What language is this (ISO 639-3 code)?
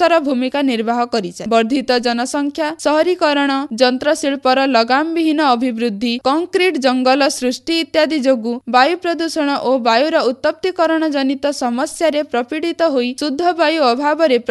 ori